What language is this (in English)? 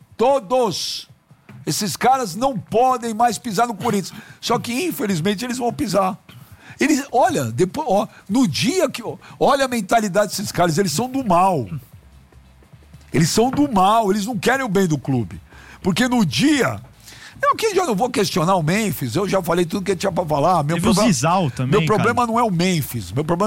Portuguese